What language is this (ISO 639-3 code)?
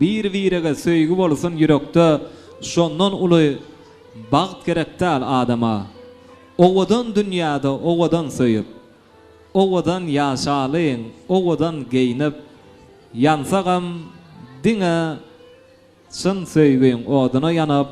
tuk